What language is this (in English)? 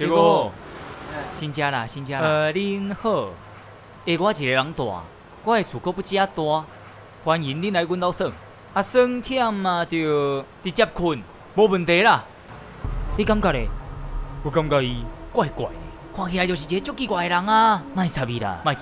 Min Nan Chinese